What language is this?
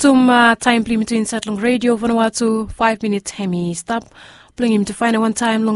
Bislama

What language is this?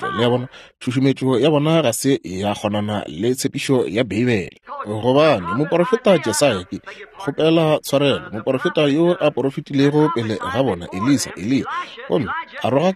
Northern Sotho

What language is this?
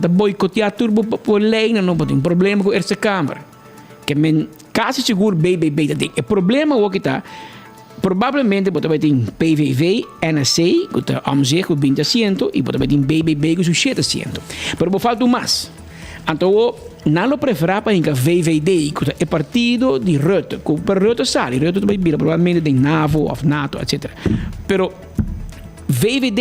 Papiamento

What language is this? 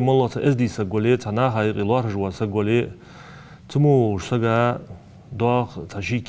Ingush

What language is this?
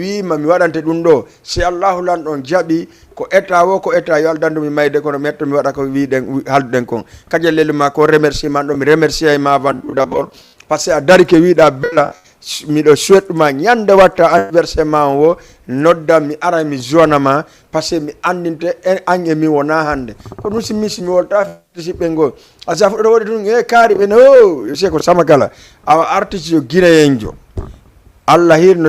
Fula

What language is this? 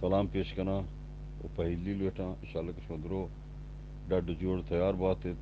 Eastern Balochi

